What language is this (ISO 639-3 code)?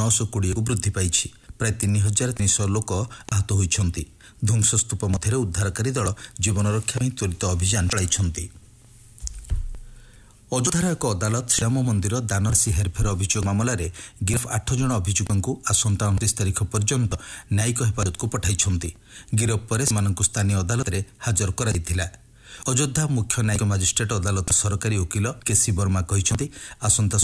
ori